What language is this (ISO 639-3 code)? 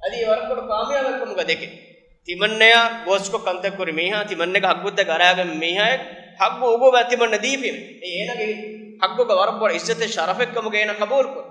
div